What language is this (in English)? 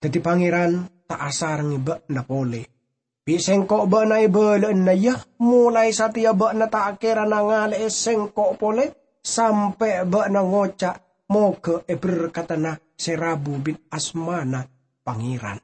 Madurese